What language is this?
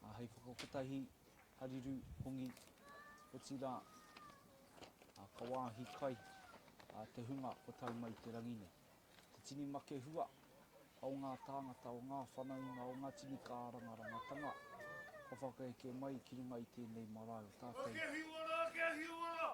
Māori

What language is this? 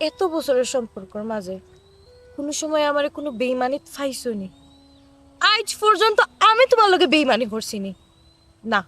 Sylheti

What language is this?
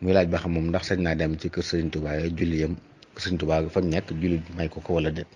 Wolof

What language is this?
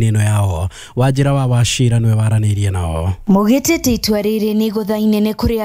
Kikuyu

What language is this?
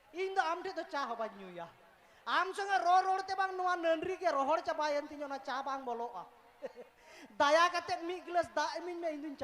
Santali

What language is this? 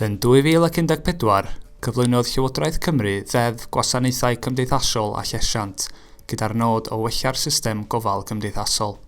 Welsh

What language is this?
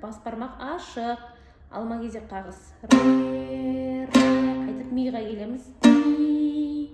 Kazakh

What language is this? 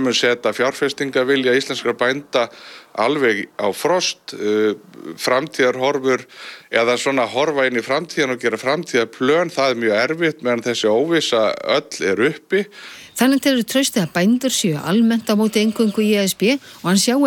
Icelandic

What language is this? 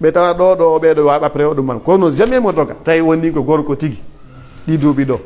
Pular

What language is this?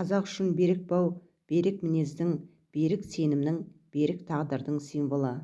Kazakh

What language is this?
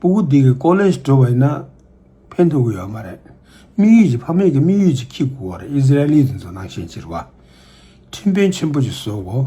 Tibetan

